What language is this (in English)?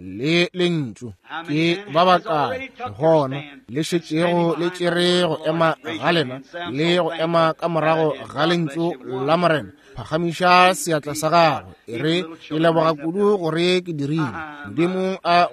Northern Sotho